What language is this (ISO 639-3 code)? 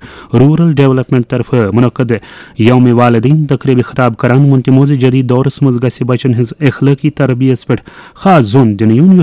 kas